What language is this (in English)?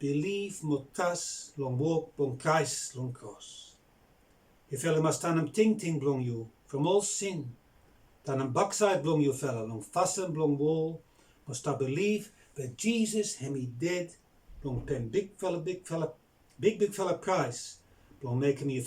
Bislama